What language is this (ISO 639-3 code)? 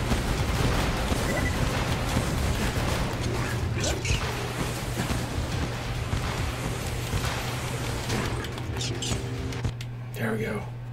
eng